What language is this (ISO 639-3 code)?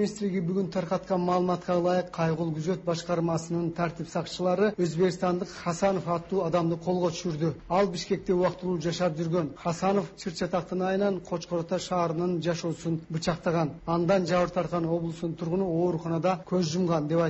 kir